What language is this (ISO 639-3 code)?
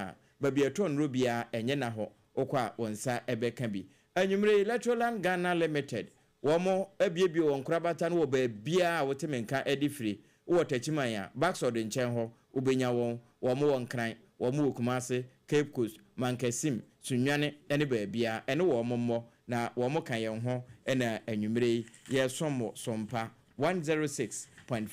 aka